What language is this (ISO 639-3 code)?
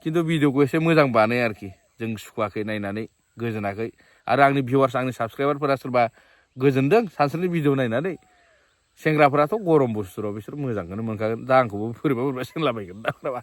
brx